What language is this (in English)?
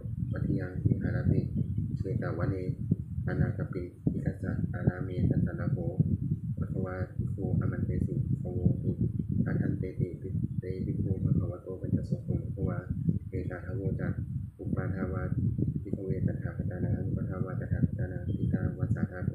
Pali